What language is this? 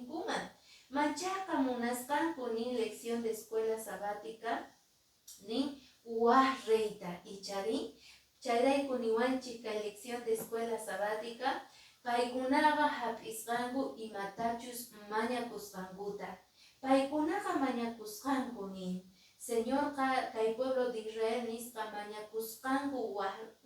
Quechua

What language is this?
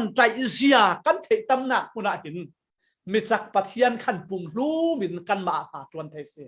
Falam Chin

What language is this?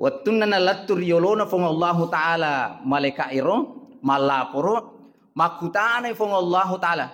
Buginese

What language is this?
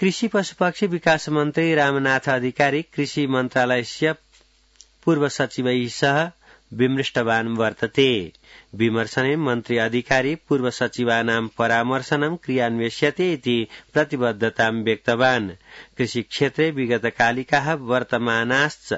Sanskrit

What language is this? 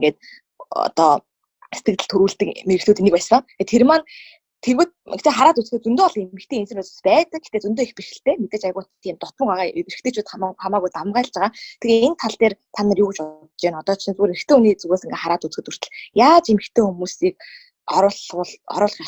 Mongolian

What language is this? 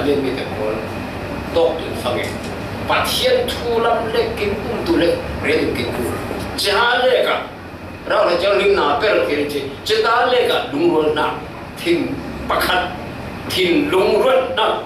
Falam Chin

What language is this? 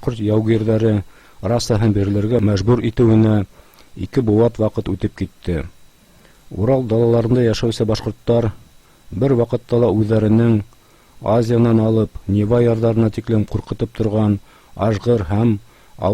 Bashkir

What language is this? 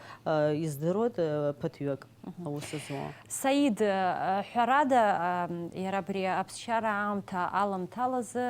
Abkhazian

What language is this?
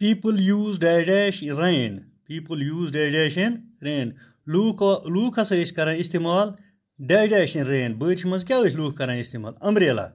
Kashmiri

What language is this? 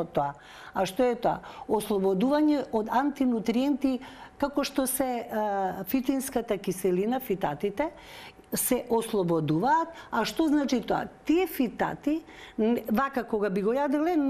Macedonian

